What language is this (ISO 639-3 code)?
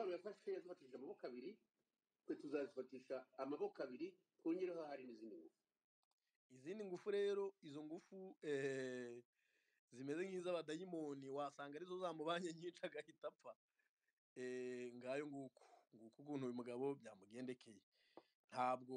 kin